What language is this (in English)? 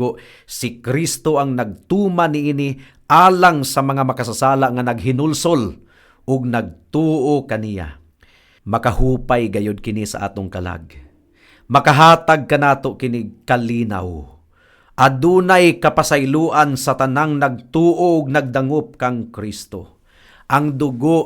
Cebuano